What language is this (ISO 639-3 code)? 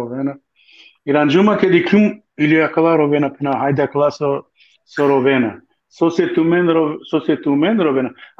rmn